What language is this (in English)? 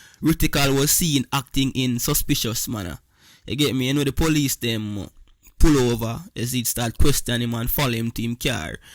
Jamaican Creole English